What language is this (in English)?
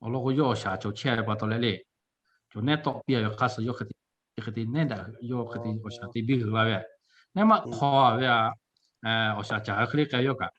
Lahu